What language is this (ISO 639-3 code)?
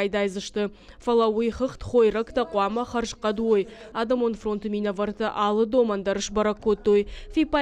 oss